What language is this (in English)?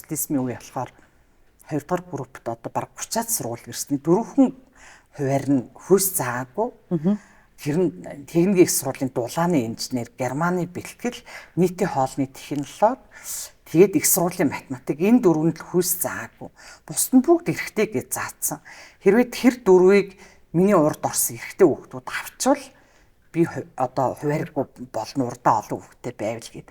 Mongolian